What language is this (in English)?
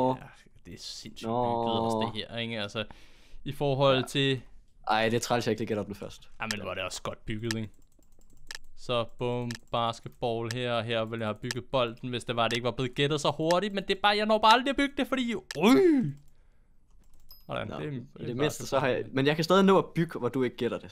Danish